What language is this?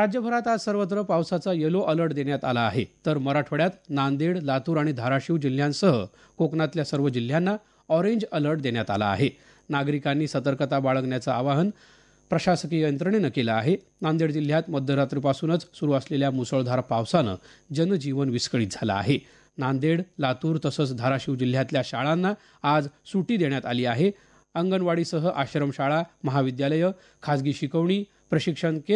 Marathi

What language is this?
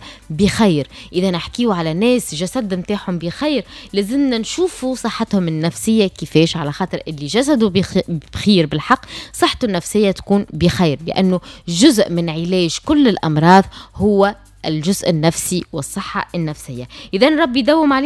Tunisian Arabic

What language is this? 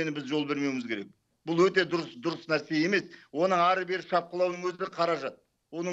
Kazakh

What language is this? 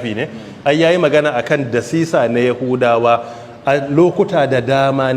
Hausa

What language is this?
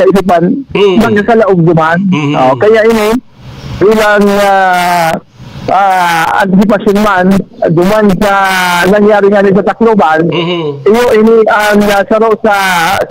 Bikol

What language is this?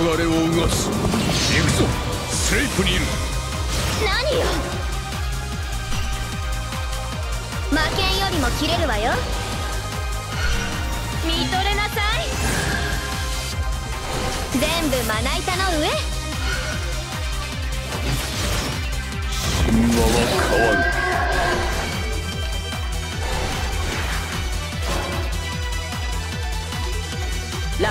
Japanese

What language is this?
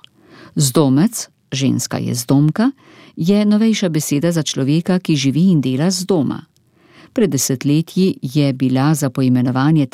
Slovenian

